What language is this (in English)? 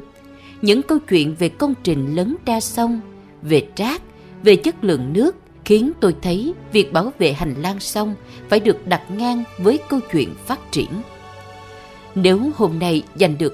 Vietnamese